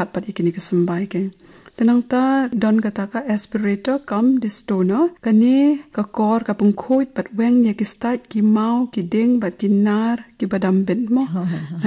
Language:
Khasi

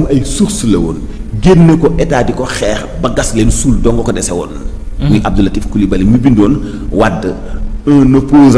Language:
Wolof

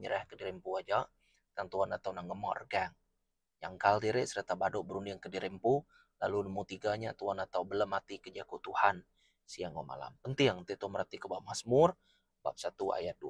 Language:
Iban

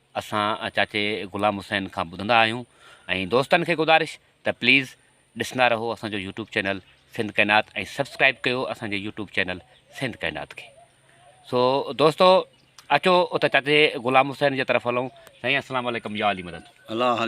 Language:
Sindhi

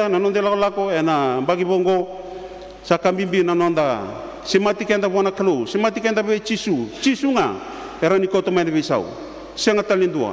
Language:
Fijian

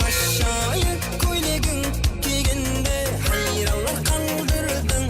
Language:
Kara-Kalpak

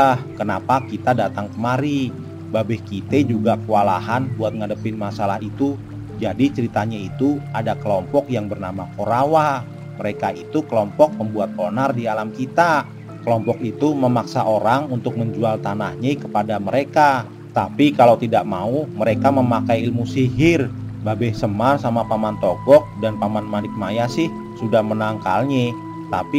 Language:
Betawi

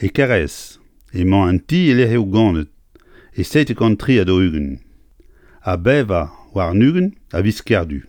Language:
Breton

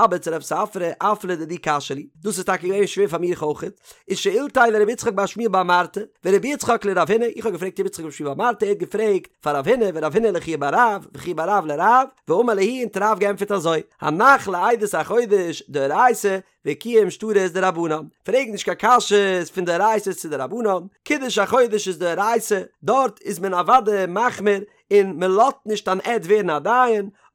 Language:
Yiddish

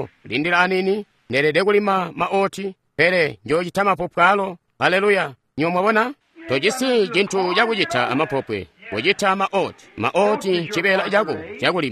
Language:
Tonga (Zambia)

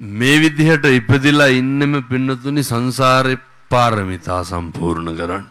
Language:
Sinhala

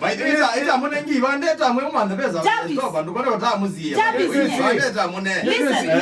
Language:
Kamba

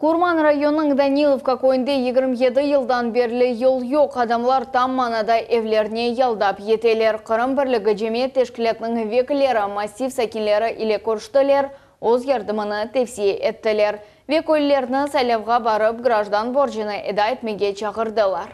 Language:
Crimean Tatar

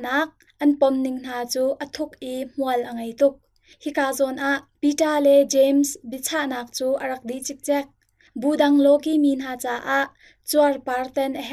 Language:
Hakha Chin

